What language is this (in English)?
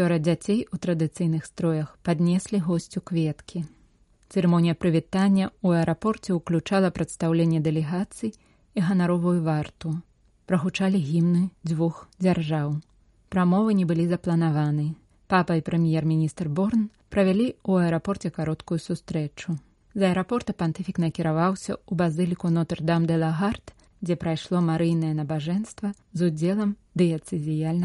Belarusian